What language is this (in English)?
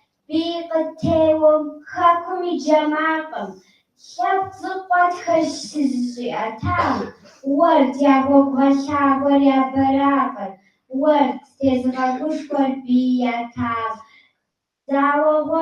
Kabardian